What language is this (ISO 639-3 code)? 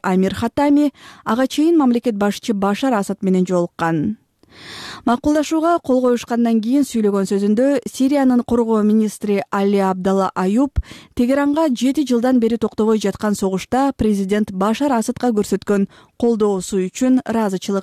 kir